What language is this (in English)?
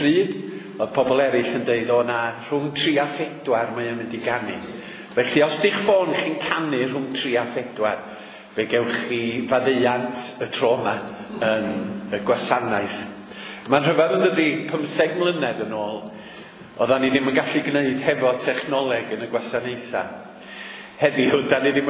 Welsh